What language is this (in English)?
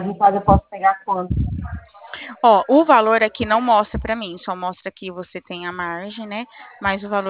Portuguese